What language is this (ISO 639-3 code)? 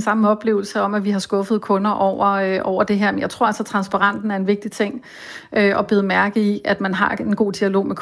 dan